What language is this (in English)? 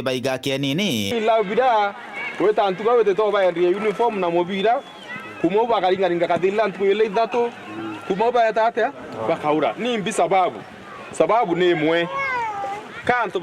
Meru